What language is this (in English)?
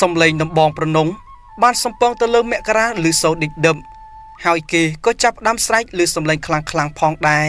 Khmer